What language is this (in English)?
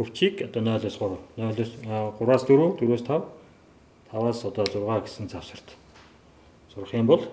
Mongolian